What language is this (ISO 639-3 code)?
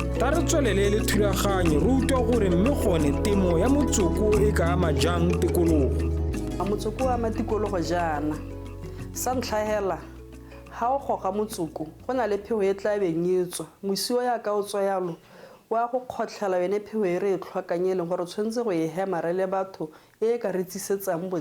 tsn